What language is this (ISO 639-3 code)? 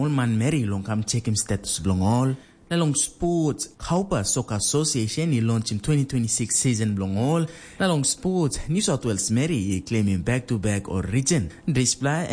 tpi